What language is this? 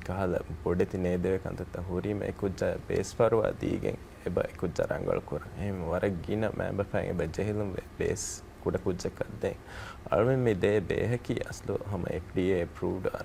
Divehi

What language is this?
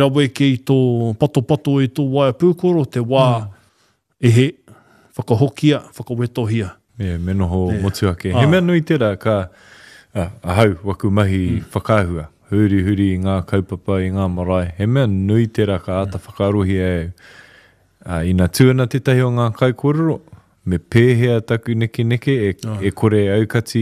Māori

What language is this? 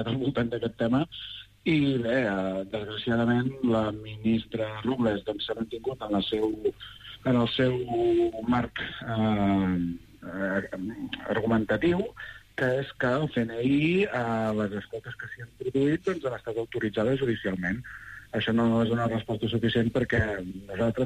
Catalan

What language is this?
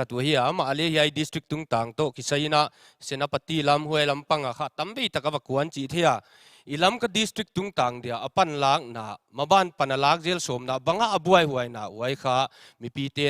Paite Chin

